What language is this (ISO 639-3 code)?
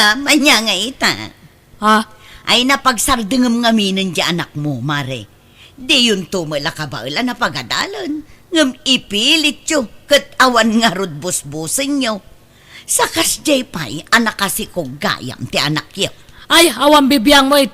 ilo